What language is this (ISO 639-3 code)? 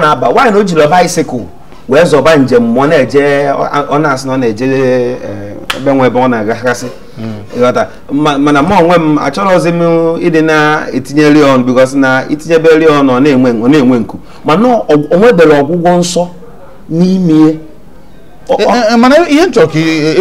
ibo